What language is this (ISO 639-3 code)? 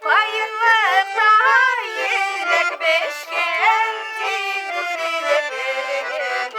bak